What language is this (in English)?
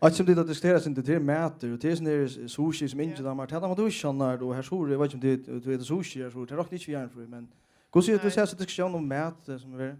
Faroese